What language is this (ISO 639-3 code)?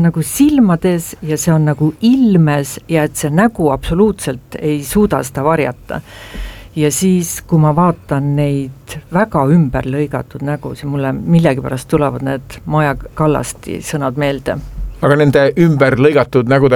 est